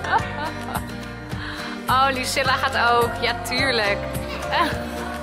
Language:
Dutch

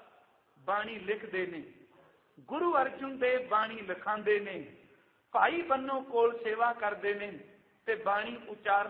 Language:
Punjabi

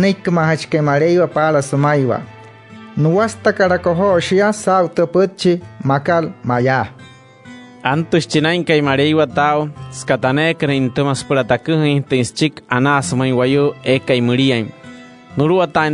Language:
Wayuu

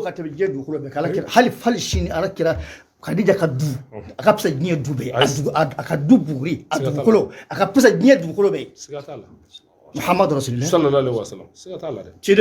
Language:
Bambara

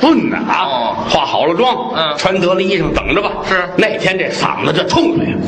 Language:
Chinese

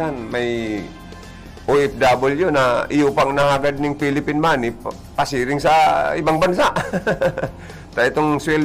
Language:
Bikol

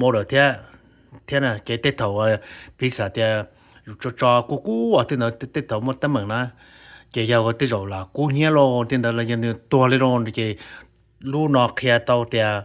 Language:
Hmong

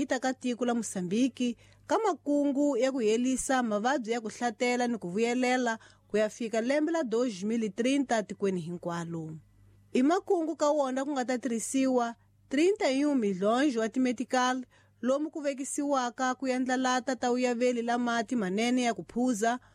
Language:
Tsonga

